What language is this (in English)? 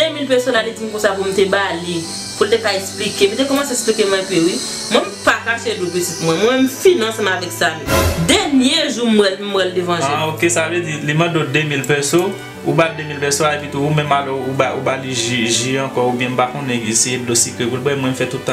Haitian Creole